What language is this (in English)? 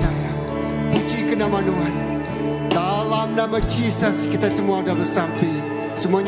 Iban